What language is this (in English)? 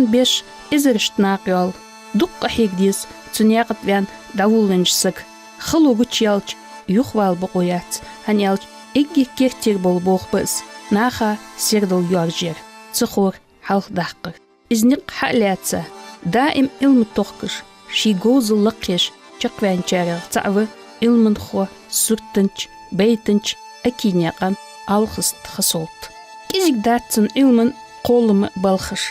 Ingush